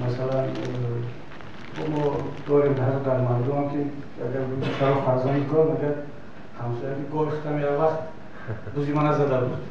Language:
Tajik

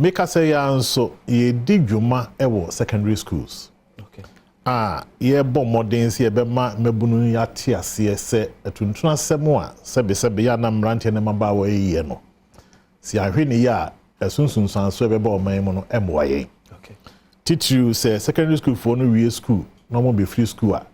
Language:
Akan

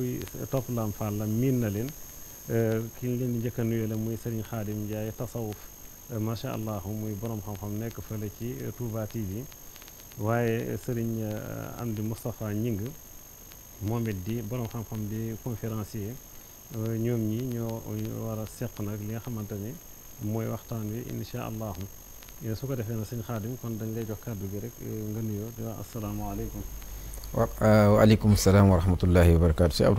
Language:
Wolof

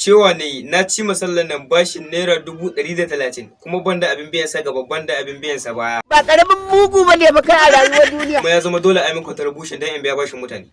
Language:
Hausa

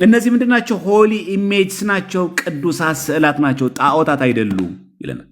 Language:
Amharic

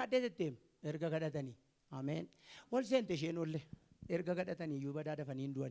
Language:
Oromo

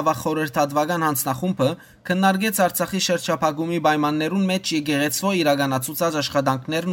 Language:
Western Armenian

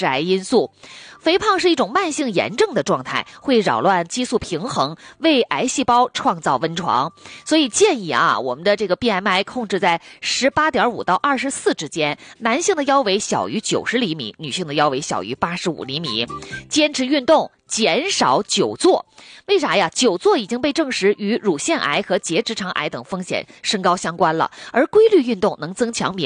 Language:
Chinese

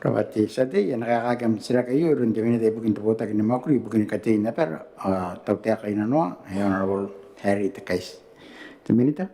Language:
Gilbertese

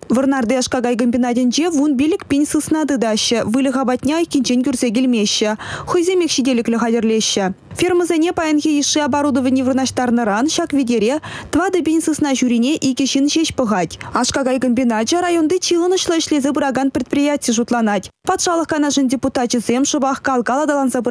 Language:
Chuvash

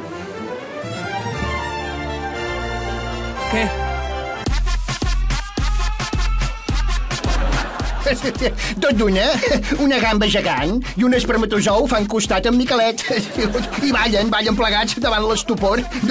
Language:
Catalan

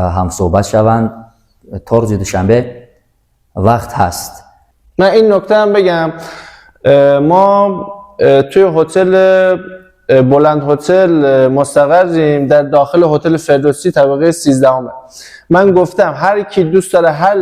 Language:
Tajik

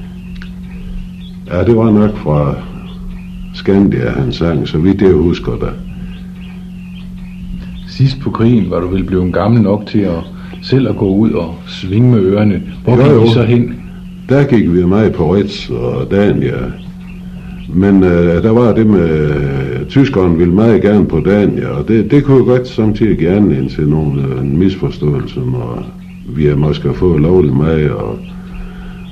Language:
Danish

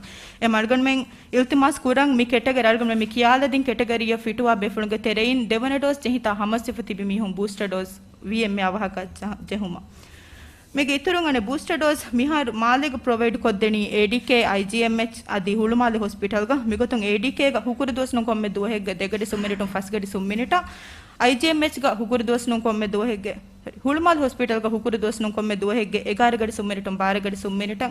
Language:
Divehi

